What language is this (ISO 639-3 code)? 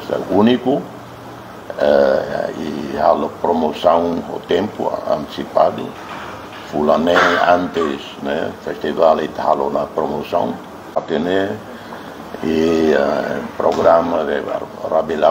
tet